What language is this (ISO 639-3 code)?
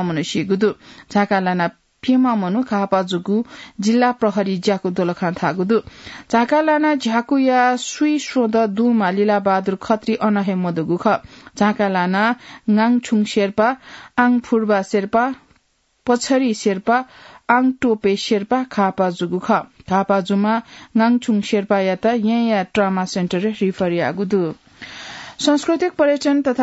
new